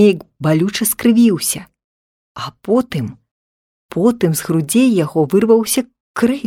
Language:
Belarusian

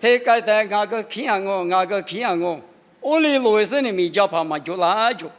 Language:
Lisu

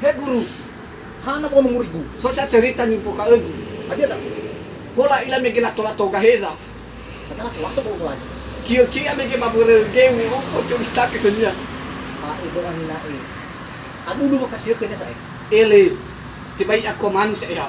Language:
Nias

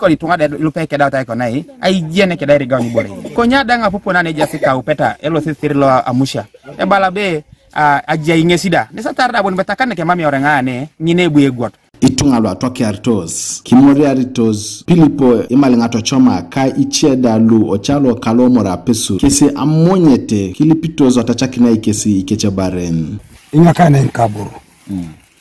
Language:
Teso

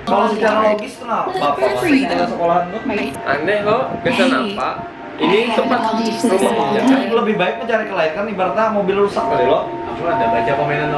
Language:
Banjar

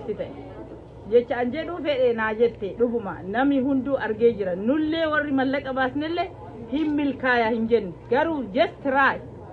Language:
Oromo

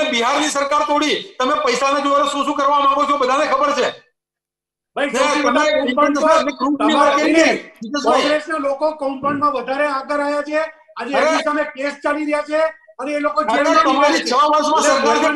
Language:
Gujarati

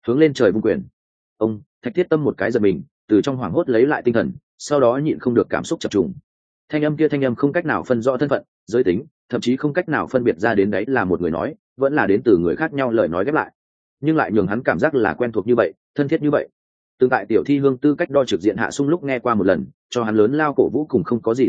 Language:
Vietnamese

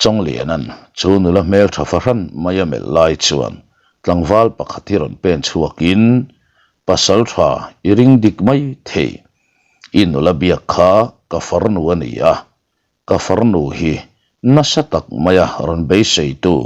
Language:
Mizo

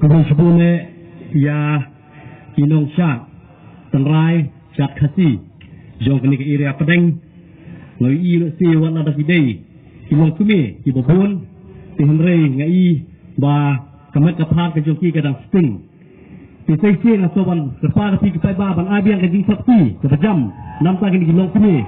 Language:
Khasi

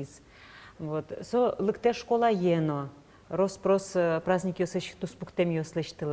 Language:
Udmurt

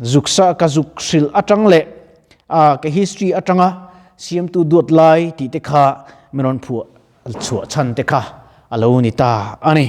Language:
Mizo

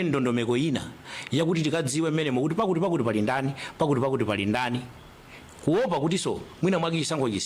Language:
Nyanja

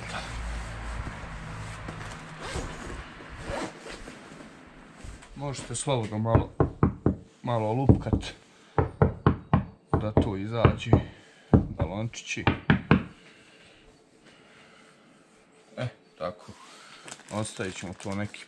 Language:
Croatian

